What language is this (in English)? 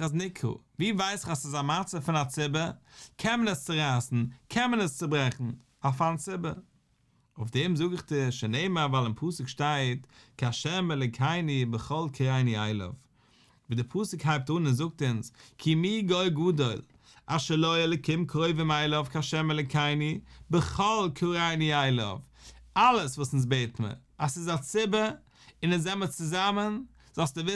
Yiddish